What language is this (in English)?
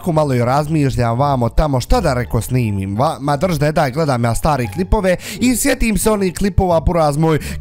Bosnian